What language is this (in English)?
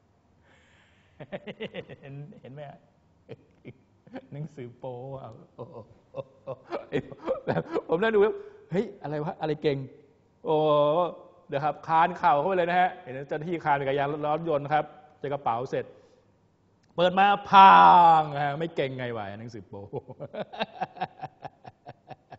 Thai